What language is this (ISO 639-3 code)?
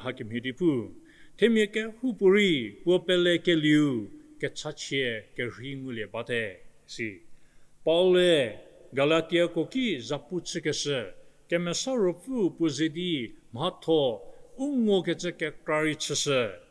njm